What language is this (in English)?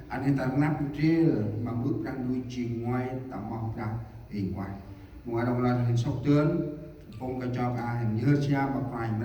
Central Mnong